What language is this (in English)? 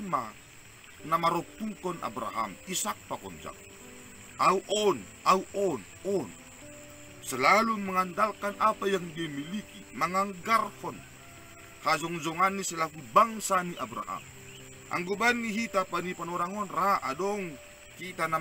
Batak Simalungun